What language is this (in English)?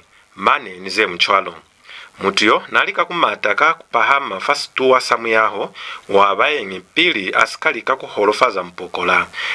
Lozi